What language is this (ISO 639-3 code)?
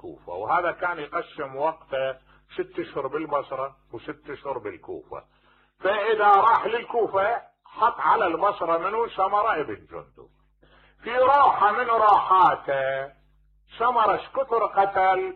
acm